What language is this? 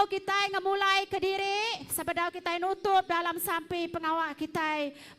Iban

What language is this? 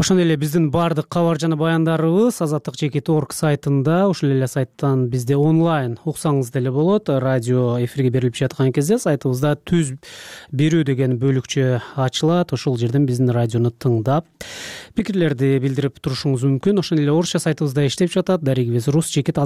Kyrgyz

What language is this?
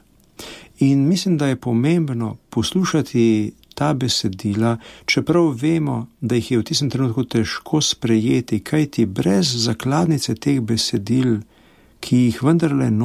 Slovenian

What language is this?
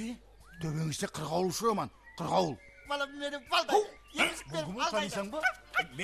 Kara-Kalpak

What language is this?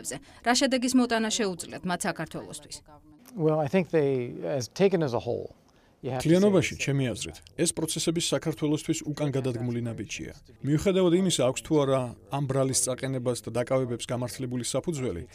Georgian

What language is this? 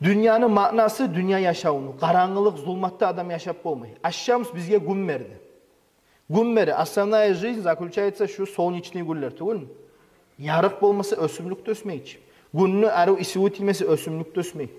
Kumyk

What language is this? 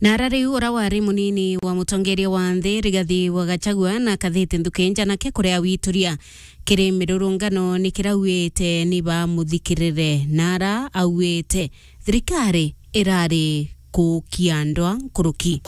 Meru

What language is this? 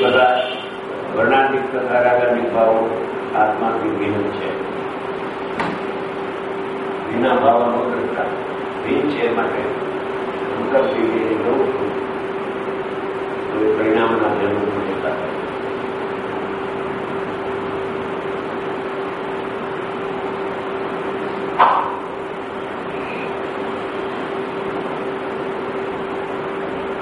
Gujarati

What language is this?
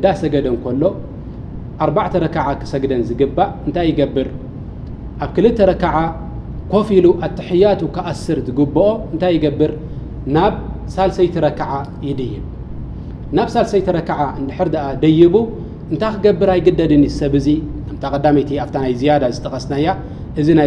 Tigrinya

